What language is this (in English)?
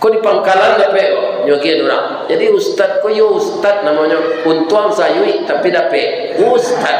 Minangkabau